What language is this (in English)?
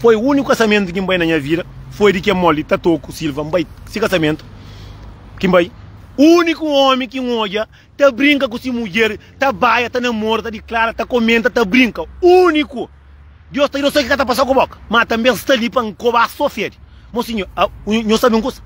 Kabuverdianu